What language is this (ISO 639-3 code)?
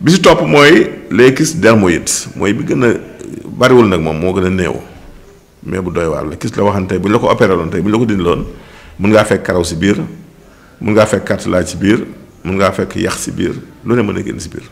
wol